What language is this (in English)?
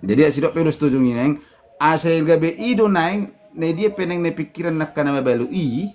Batak Toba